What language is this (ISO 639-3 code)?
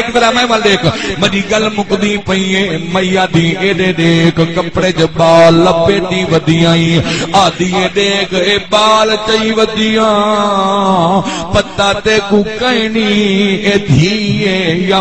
skr